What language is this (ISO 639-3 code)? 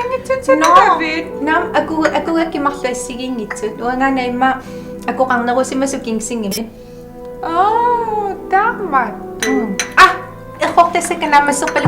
kal